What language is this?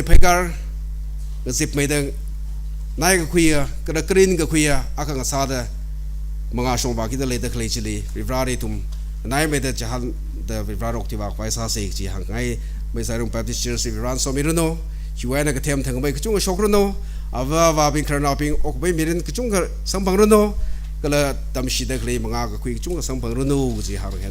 Tangkhul Naga (India)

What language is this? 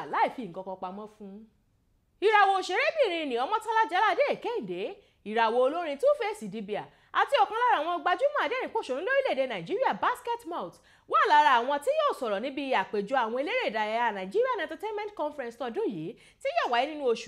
Yoruba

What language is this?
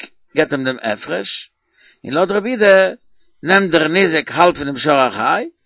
Yiddish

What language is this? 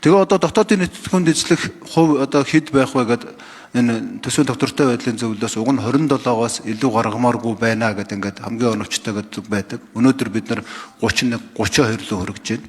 Mongolian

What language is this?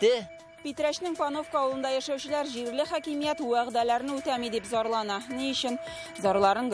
Tatar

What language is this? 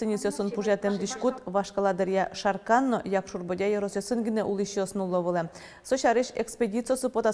Udmurt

